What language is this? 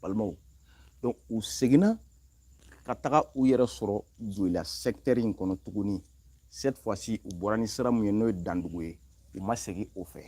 Bambara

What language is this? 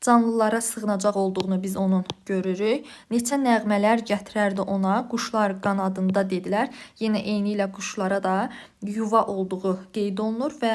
Azerbaijani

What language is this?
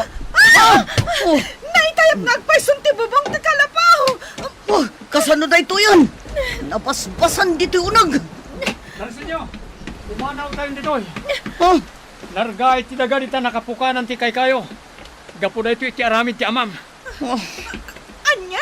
Iloko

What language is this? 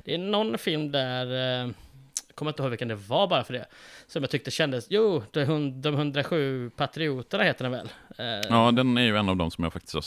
Swedish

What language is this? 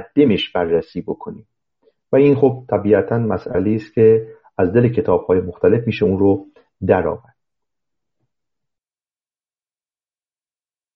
Persian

